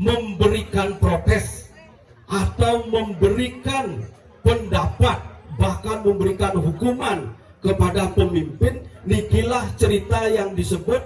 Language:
Balinese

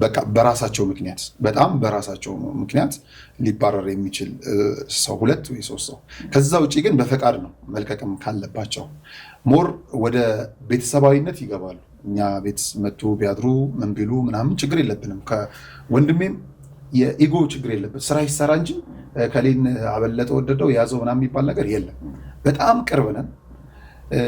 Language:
Amharic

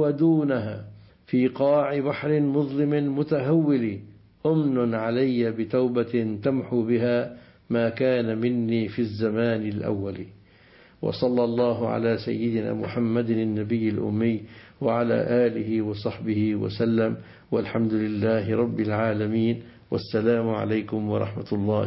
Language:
Arabic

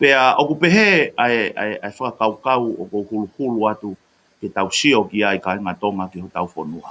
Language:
Tongan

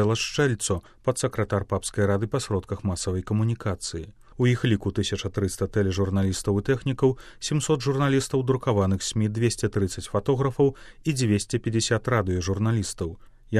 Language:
Belarusian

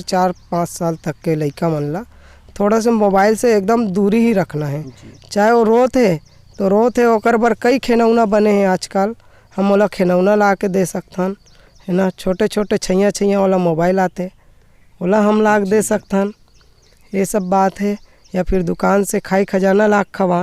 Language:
Chhattisgarhi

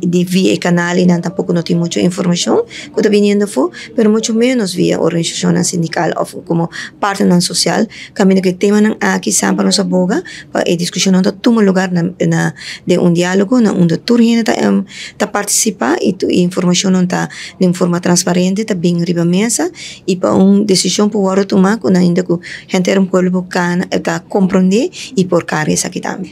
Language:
Papiamento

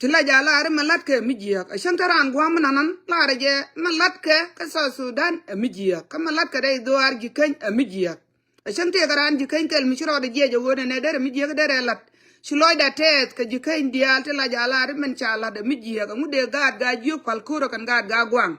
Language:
Nuer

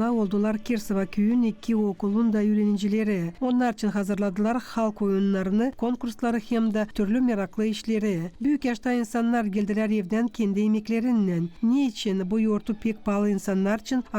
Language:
Gagauz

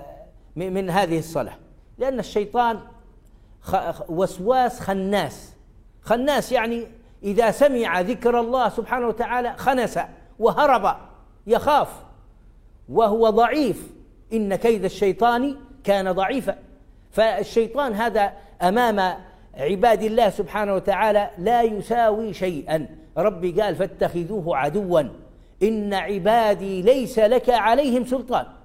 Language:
Arabic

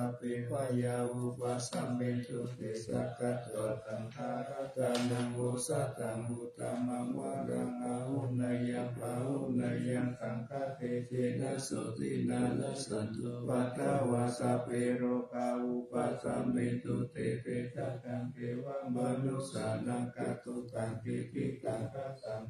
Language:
Pali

